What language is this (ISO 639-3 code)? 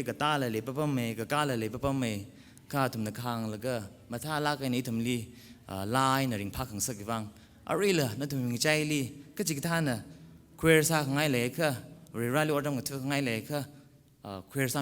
nmf